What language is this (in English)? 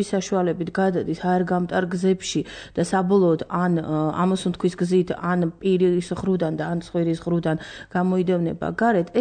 Georgian